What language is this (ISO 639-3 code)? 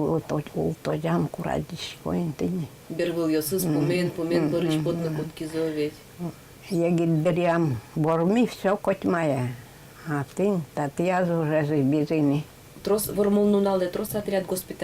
udm